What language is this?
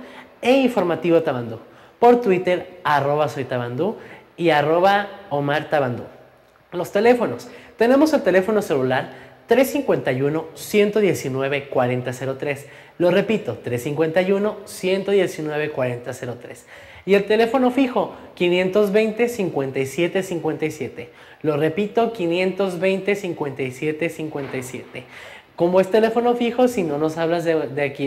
Spanish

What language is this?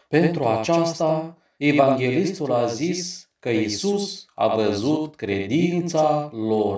Romanian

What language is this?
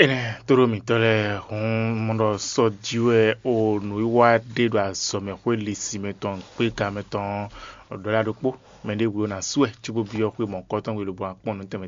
Fon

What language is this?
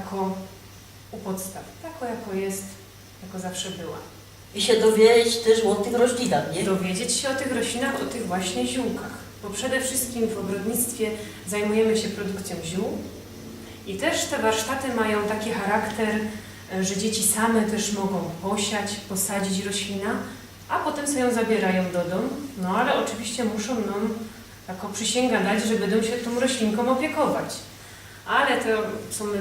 Silesian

